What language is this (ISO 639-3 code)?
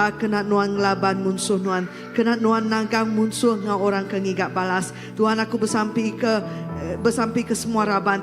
iba